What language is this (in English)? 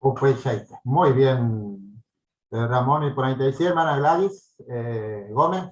Guarani